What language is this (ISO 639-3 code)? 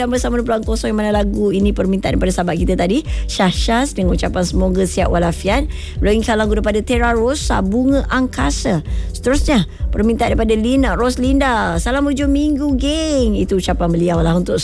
msa